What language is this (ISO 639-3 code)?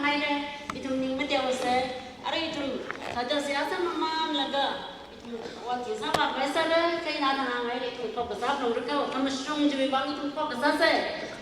nmf